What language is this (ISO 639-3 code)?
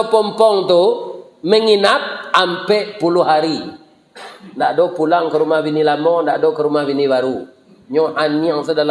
min